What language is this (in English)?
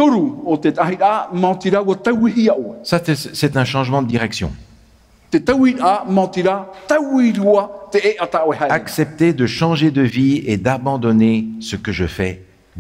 Tahitian